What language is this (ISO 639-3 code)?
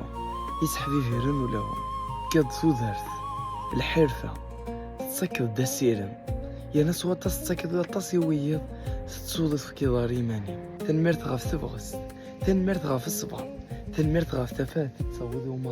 kab